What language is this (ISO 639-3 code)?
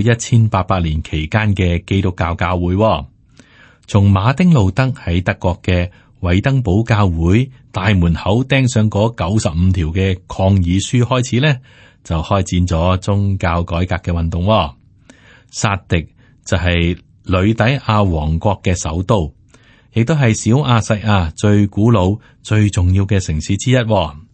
yue